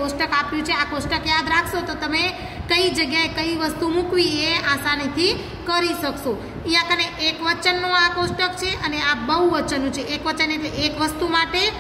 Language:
Gujarati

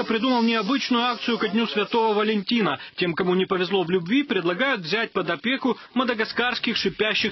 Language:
Russian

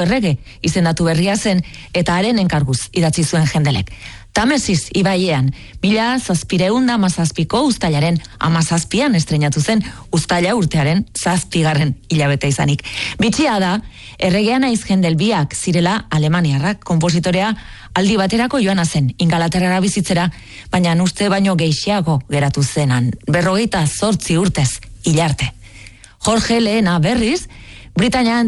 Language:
Basque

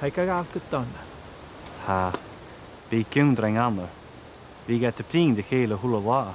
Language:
Scottish Gaelic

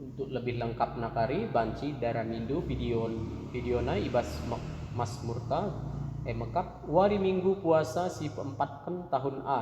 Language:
Batak Karo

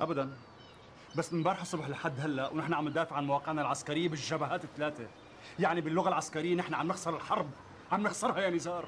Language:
North Levantine Arabic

